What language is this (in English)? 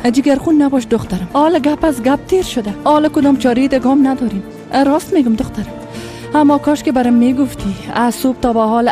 Persian